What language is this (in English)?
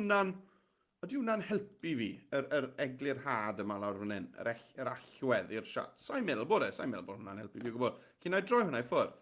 Welsh